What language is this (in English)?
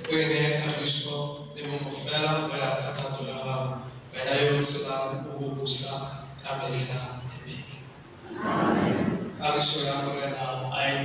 Tswana